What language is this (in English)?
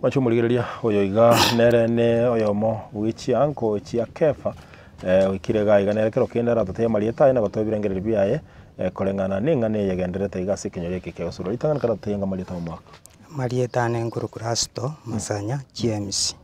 Gusii